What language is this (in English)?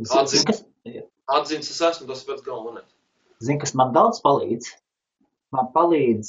Latvian